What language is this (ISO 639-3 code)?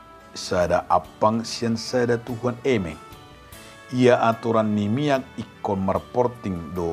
bbc